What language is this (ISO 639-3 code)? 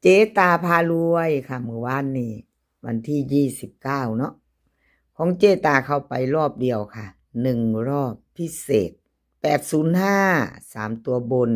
tts